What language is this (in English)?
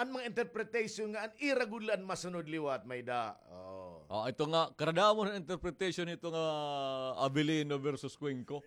Waray